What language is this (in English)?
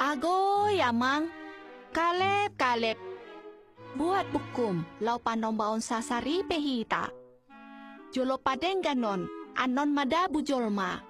Batak Toba